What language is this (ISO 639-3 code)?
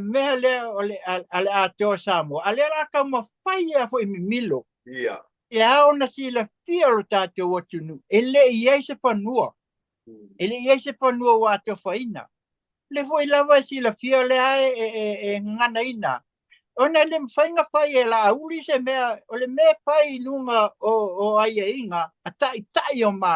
smo